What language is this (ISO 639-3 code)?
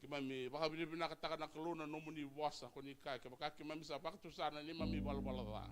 fij